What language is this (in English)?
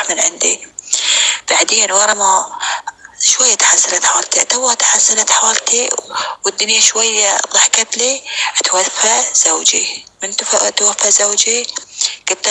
North Levantine Arabic